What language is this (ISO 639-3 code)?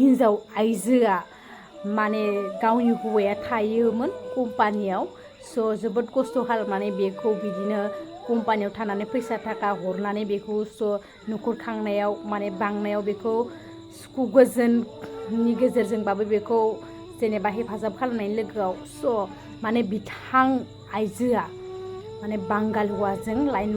brx